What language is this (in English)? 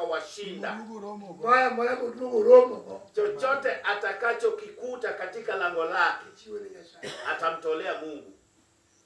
Luo (Kenya and Tanzania)